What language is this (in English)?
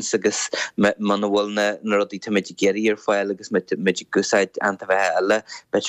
Irish